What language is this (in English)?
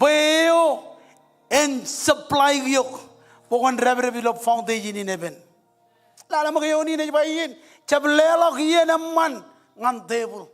Marshallese